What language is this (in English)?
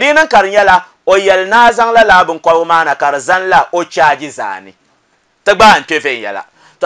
Dagbani